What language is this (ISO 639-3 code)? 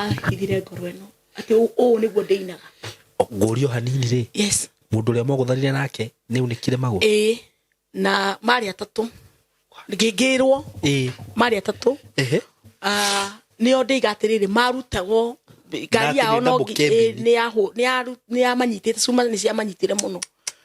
kik